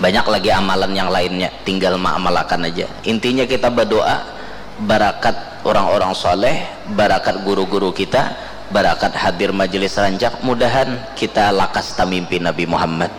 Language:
Banjar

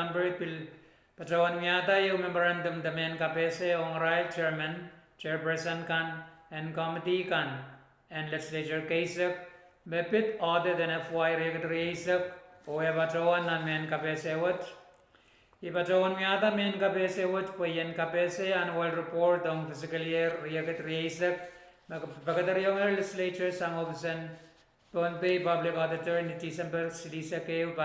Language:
Pohnpeian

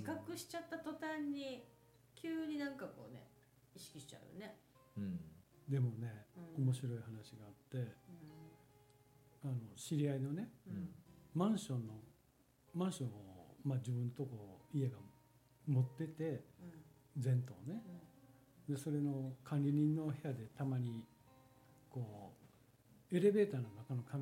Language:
Japanese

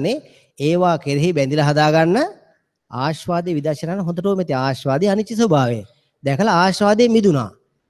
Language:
Sinhala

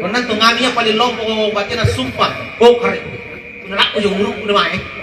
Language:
Makasar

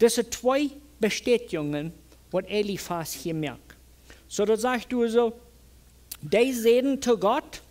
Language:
Plautdietsch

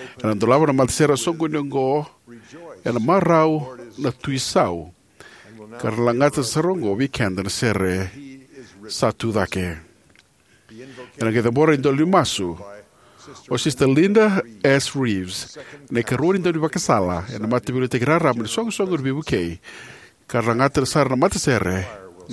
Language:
Fijian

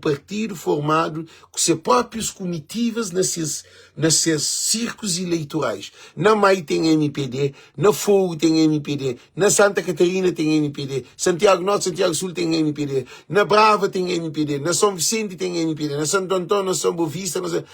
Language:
Kabuverdianu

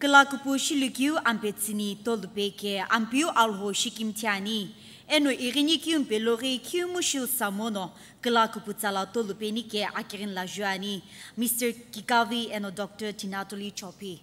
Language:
Sumi Naga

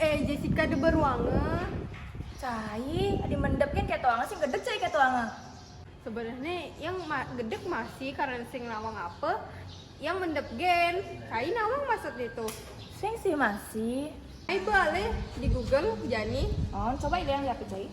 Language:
Balinese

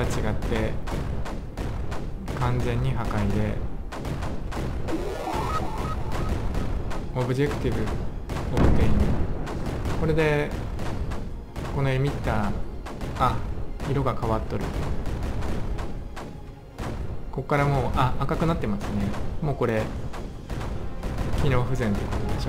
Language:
Japanese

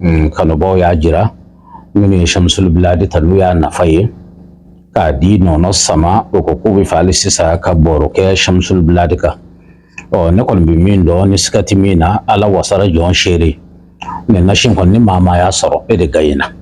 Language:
Bambara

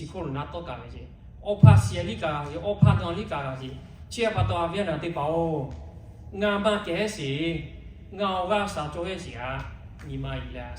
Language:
Lahu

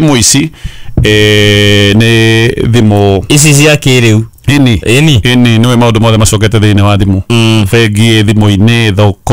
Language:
Kikuyu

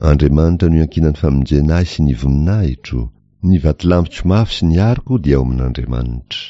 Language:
Malagasy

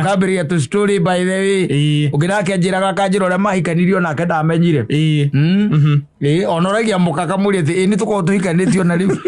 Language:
Kikuyu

